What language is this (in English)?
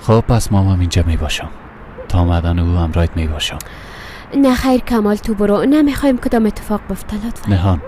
Persian